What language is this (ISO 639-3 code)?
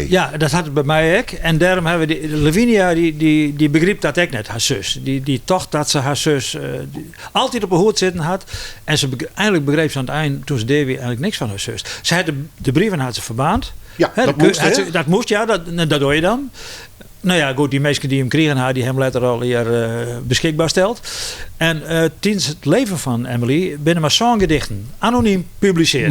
fry